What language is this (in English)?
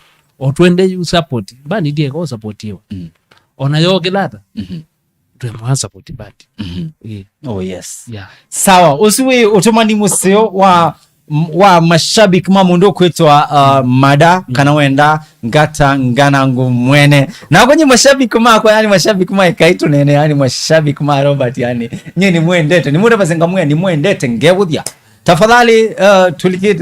Kamba